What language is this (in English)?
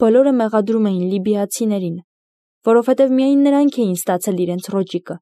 Armenian